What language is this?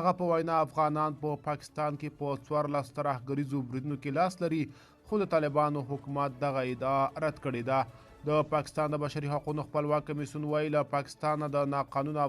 Pashto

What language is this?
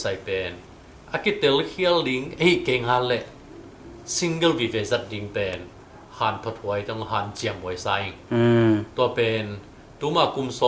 Tedim Chin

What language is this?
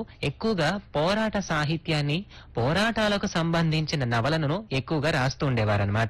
Telugu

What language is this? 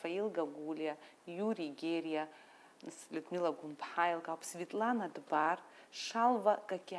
Abkhazian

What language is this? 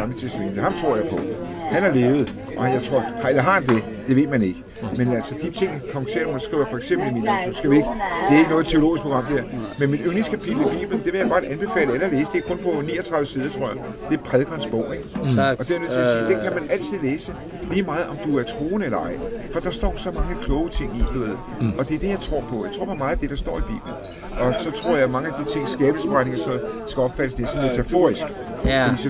Danish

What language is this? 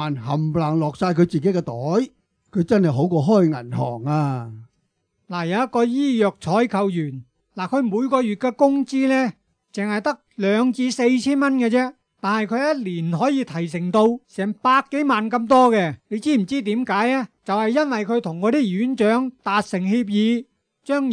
Cantonese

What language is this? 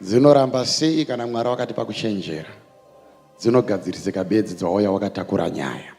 Shona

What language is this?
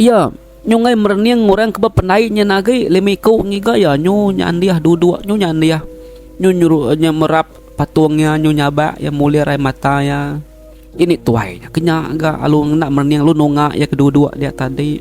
Iban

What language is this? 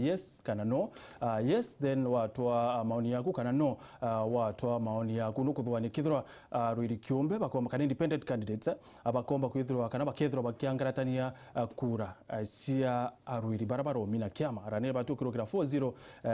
Meru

